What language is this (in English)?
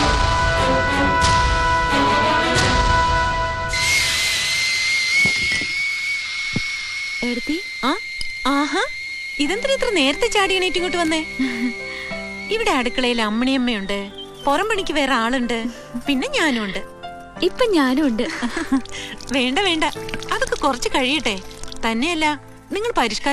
Malayalam